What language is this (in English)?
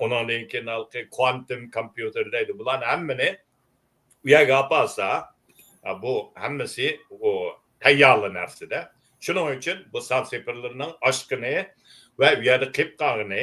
Uyghur